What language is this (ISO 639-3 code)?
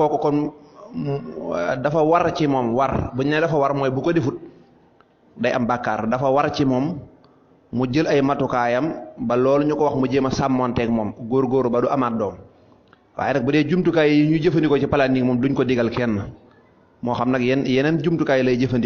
wol